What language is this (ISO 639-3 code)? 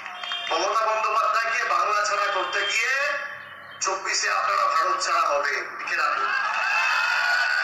ben